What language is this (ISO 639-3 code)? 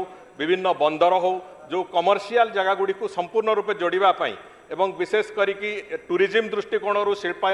ori